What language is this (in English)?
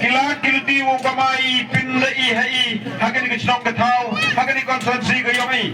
Khasi